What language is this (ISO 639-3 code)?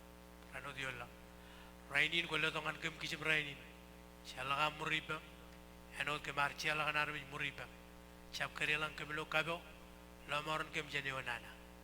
mah